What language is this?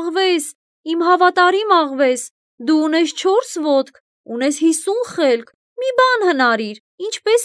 Armenian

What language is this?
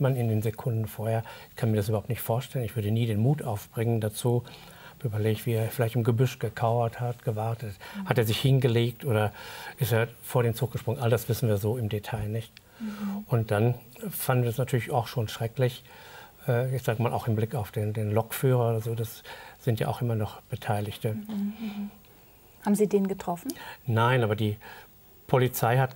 German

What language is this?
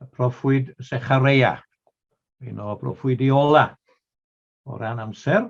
Welsh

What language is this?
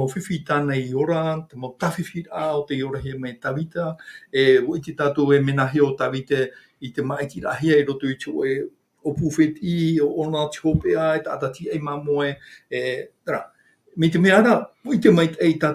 Tahitian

